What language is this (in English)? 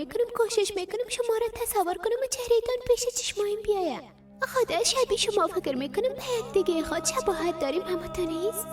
Persian